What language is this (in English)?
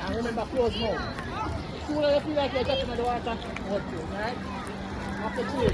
Jamaican Creole English